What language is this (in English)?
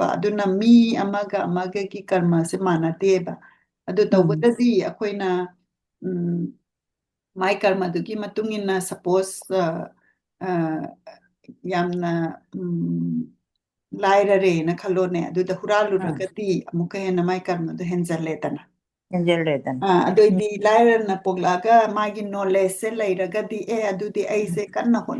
Manipuri